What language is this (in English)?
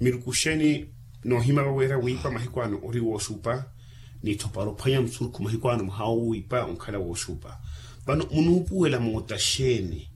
Makhuwa